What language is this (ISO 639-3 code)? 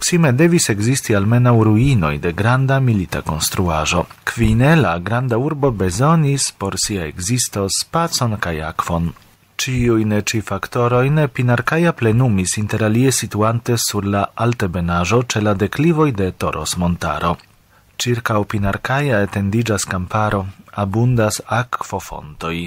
epo